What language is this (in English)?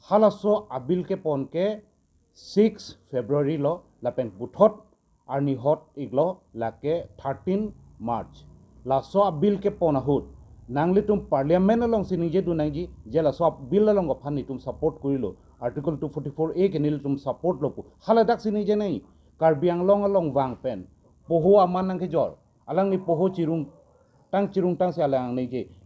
Karbi